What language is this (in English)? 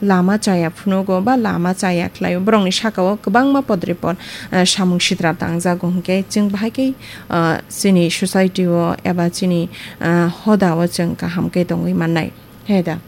Kok Borok